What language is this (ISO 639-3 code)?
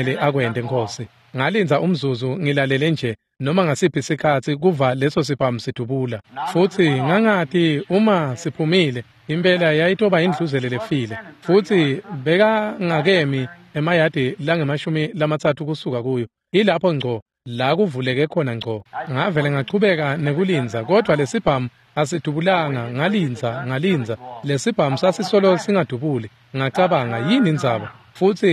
ssw